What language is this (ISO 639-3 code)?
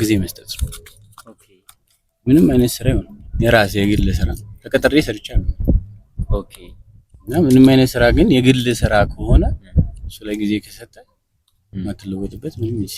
amh